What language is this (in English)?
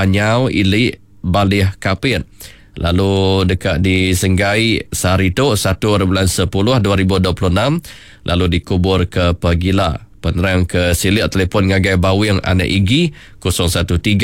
Iban